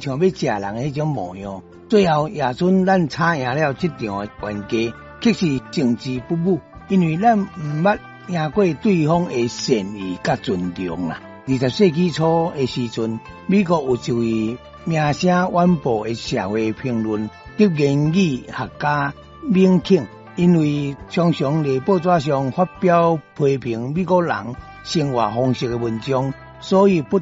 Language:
Min Nan Chinese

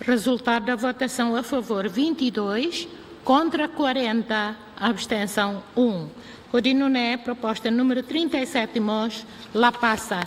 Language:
Tetum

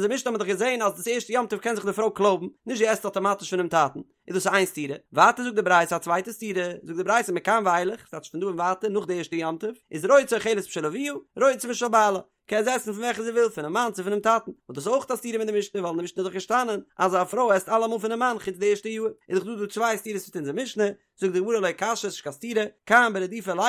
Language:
Yiddish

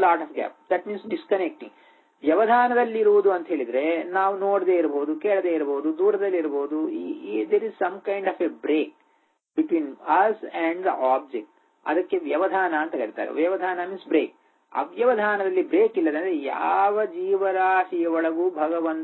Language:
Kannada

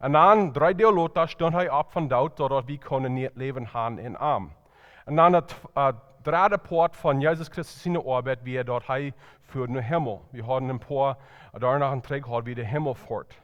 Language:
Plautdietsch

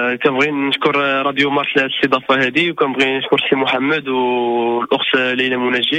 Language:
Moroccan Arabic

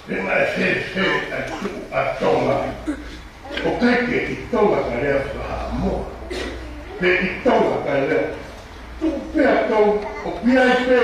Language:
Tongan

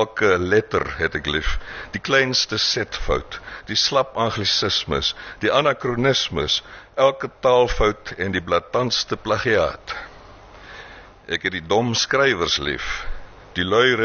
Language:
Afrikaans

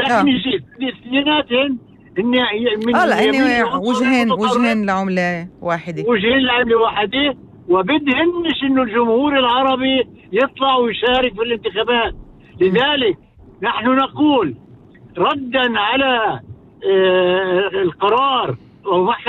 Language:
North Levantine Arabic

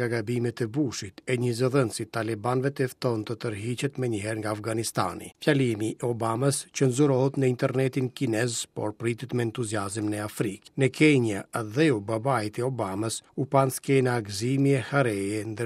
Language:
Albanian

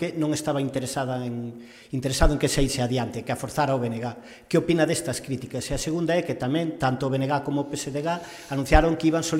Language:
Galician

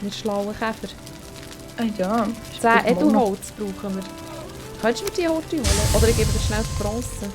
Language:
Swiss German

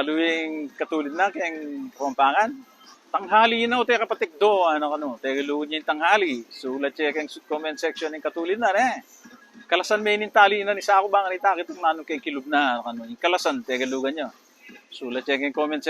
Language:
Pampanga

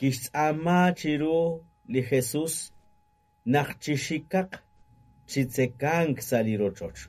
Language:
Kekchí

